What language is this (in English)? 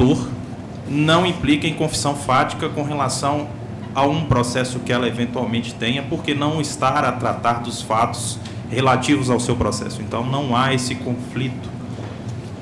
Portuguese